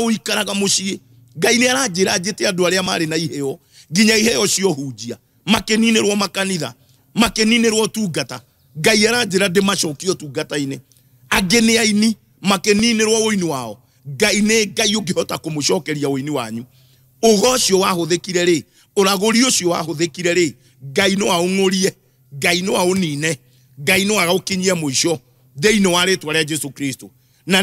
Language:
Kikuyu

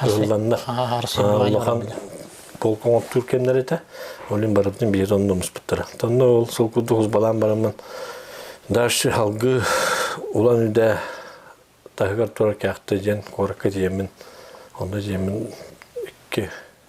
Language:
Yakut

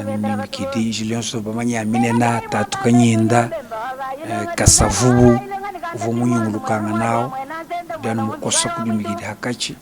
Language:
Luba-Lulua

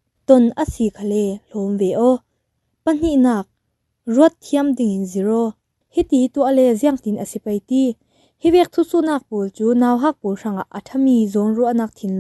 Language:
Falam Chin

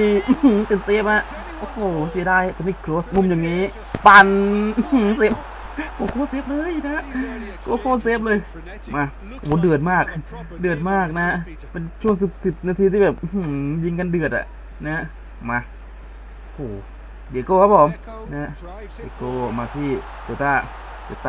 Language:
Thai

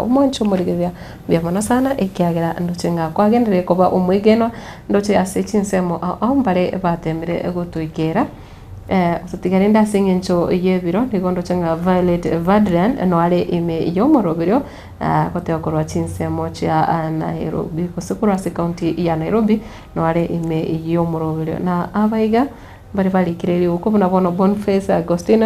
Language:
Gusii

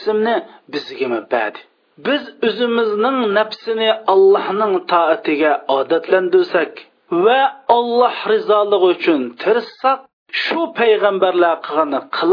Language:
Uyghur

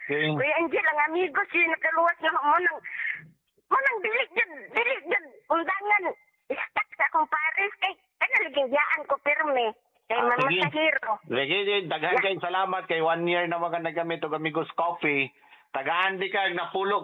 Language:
Cebuano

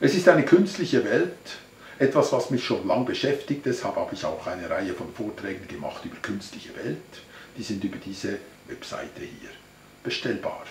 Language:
Swiss German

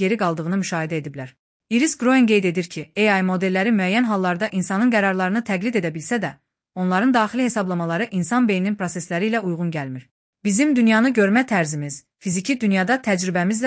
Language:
Azerbaijani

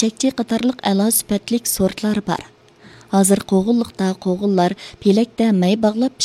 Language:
Uyghur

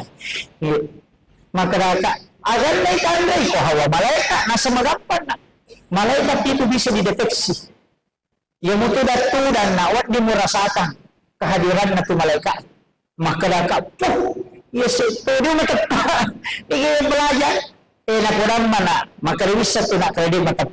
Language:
Buginese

